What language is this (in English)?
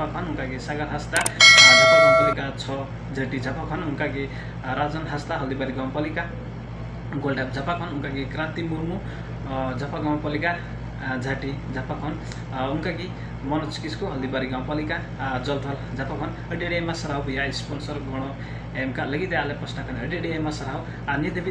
Santali